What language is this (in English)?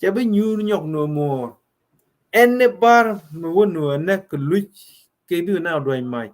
Nuer